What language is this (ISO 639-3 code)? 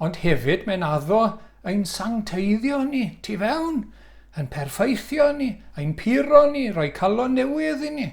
cym